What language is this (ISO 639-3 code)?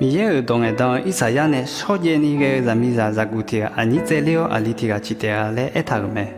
ahk